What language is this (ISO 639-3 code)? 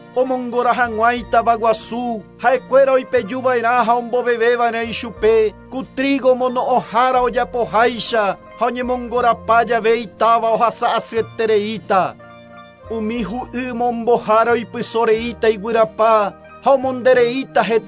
grn